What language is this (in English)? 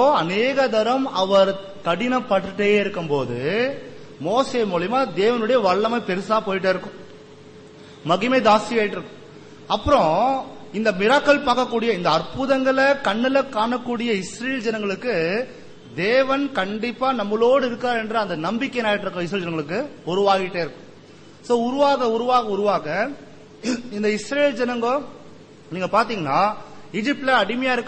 Tamil